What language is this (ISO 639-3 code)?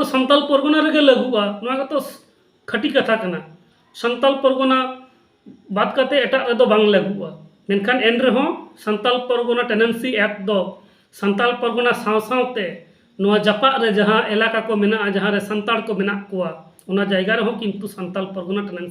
sat